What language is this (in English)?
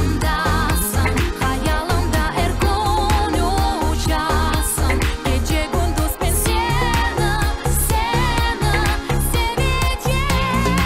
Crimean Tatar